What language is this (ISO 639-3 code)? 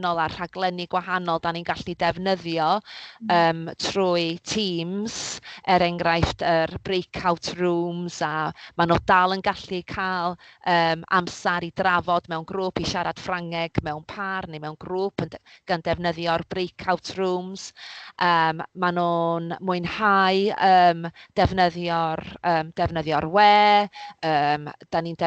cym